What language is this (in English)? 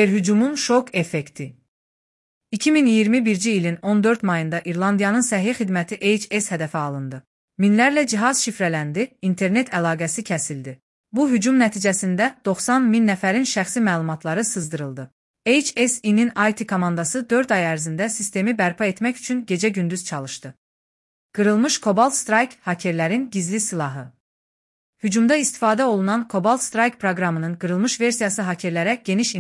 Azerbaijani